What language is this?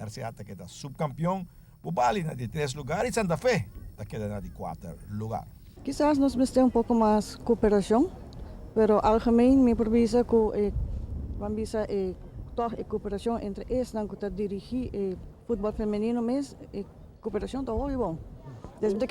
Papiamento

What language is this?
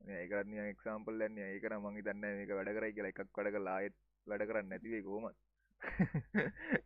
Sinhala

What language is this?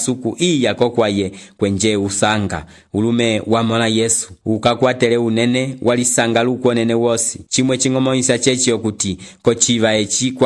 Umbundu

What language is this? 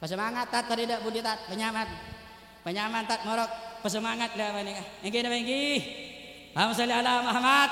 Madurese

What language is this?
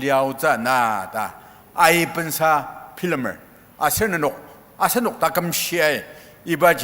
Ao Naga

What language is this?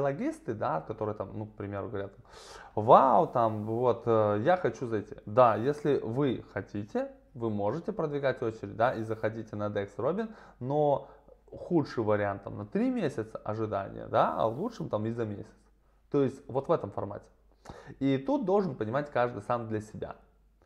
Russian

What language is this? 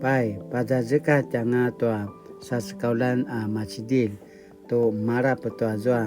Paiwan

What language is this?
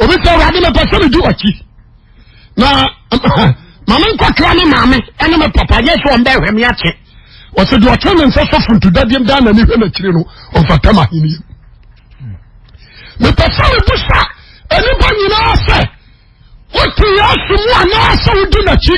Akan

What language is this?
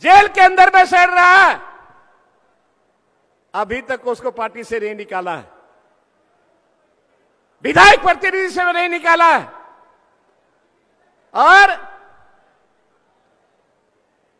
Hindi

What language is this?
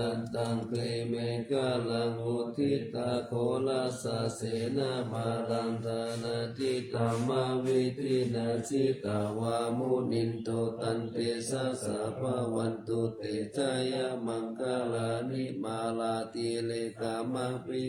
Pali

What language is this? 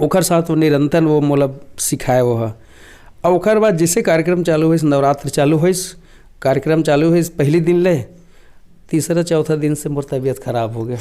Chhattisgarhi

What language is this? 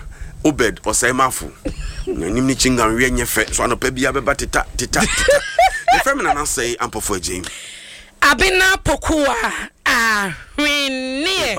Akan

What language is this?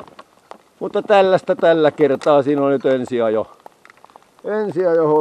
Finnish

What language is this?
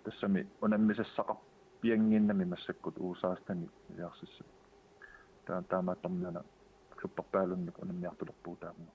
Kalaallisut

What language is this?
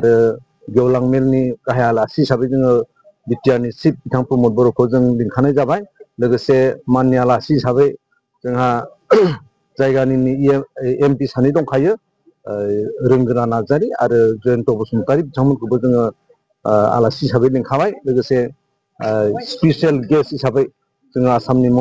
Bodo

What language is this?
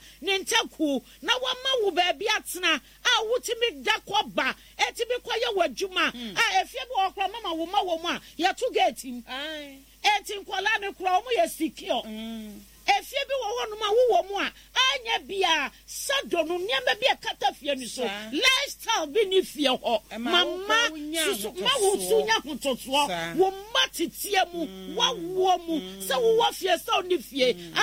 Akan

